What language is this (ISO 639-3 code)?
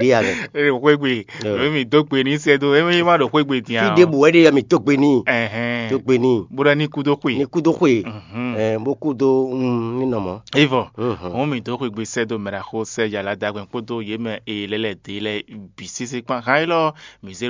fon